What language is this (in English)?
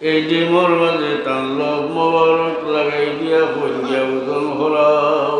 Sylheti